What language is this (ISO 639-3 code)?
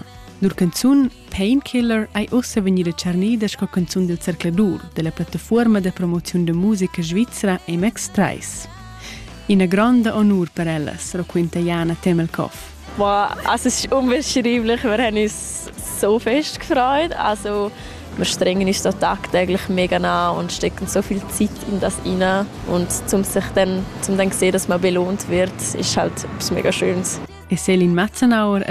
roh